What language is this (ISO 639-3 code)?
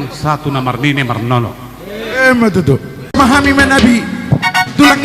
bbc